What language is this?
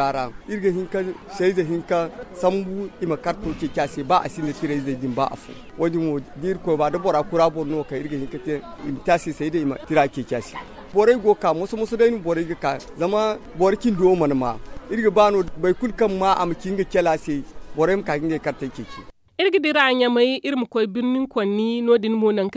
Zarma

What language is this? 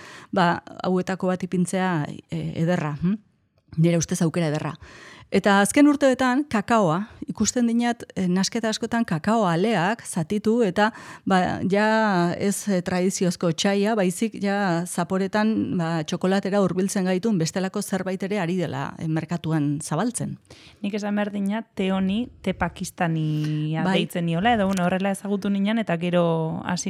Basque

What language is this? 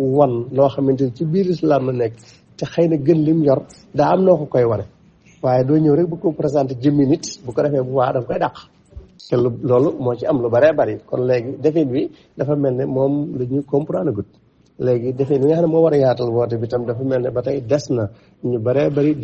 Wolof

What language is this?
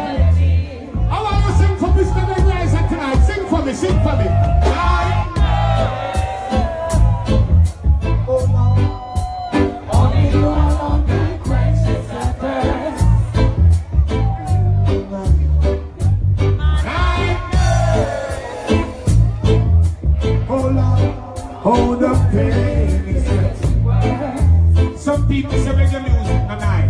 English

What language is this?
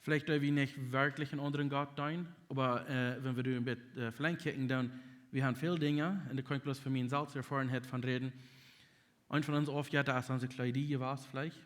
Plautdietsch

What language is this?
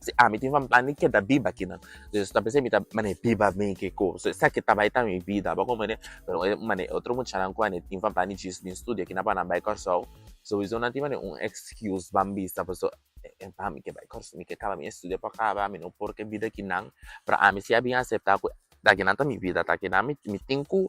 Papiamento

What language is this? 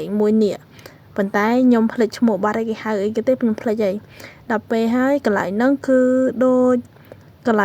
Khmer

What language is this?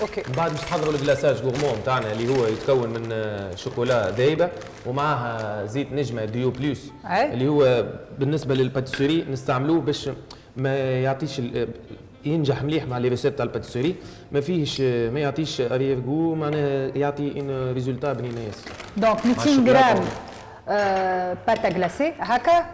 Tunisian Arabic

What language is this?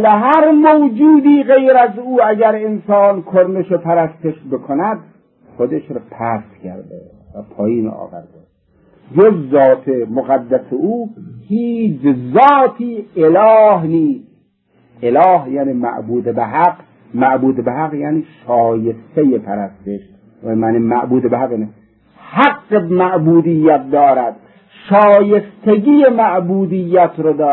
Persian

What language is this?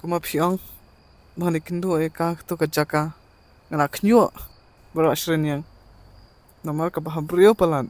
Khasi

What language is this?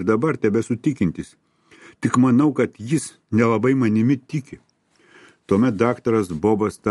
Lithuanian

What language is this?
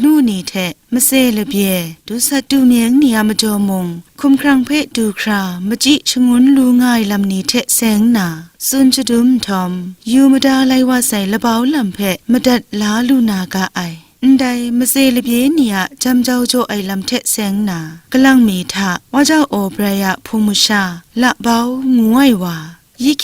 Kachin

